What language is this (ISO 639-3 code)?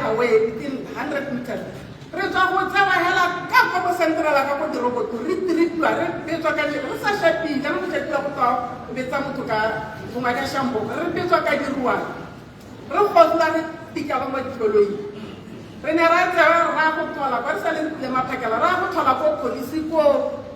tsn